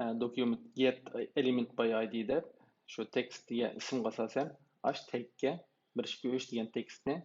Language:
Uyghur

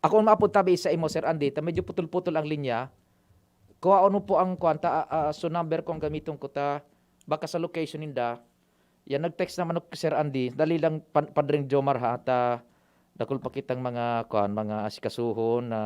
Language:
Bikol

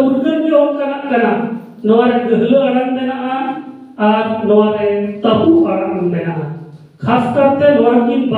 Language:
Santali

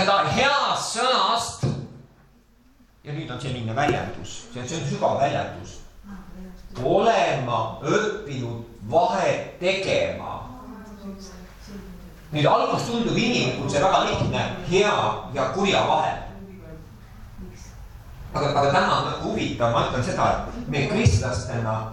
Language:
Estonian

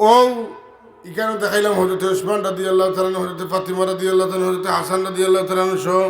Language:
Sylheti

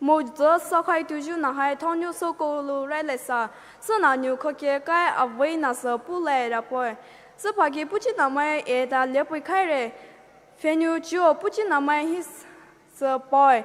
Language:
Poumei Naga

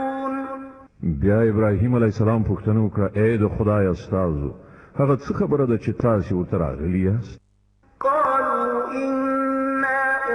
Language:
Pashto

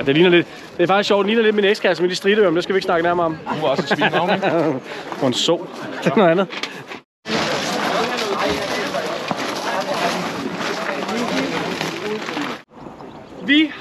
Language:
Danish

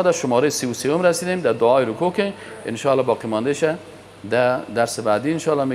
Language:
Persian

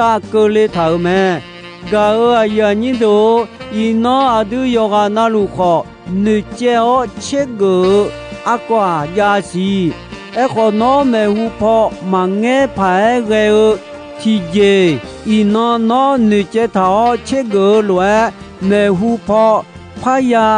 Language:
Akha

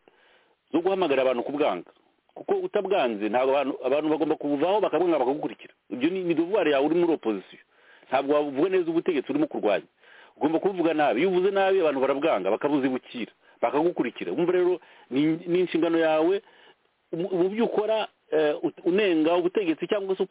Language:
Kinyarwanda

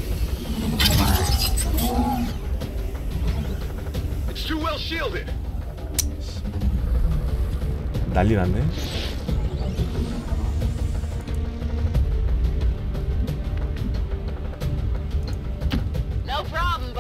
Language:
Korean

